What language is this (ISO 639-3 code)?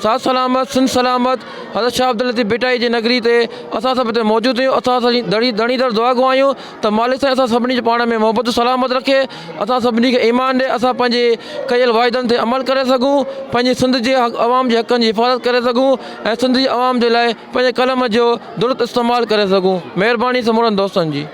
snd